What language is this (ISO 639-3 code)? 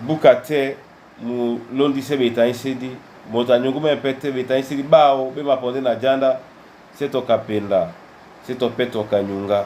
dua